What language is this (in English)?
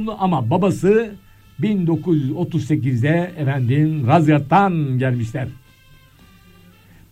Turkish